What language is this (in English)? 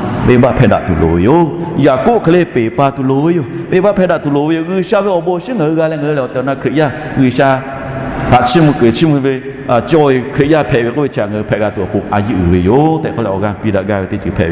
Lahu